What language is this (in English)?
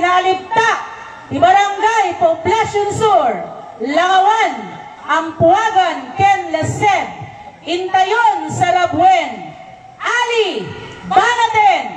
Iloko